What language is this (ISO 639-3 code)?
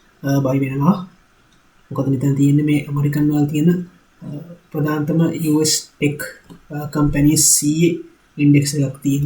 sin